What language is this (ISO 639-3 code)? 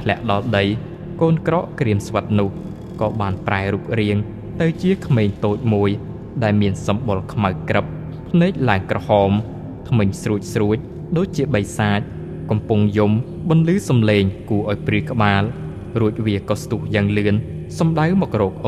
khm